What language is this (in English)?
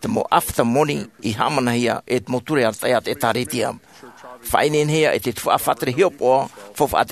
Tahitian